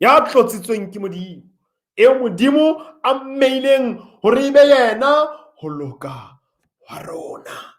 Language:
Southern Sotho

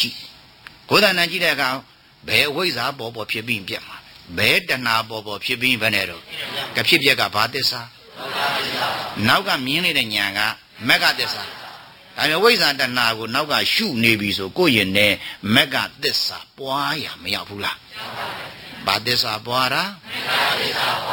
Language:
Burmese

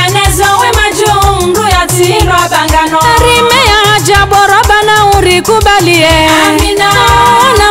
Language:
Swahili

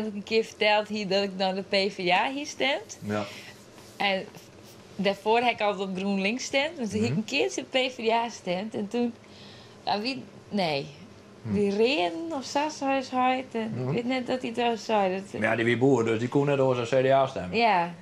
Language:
Western Frisian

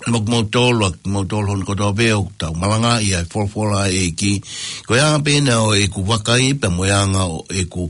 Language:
Tongan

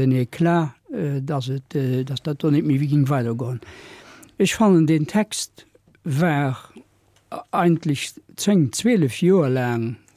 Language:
Luxembourgish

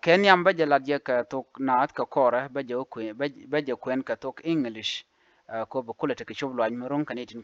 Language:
Nuer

